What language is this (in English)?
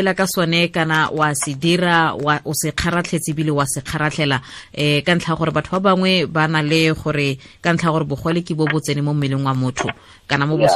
Tswana